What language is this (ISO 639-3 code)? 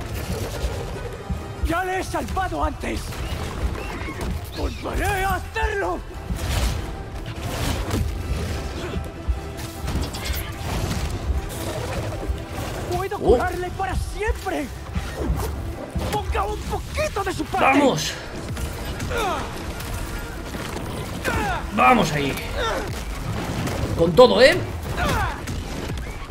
spa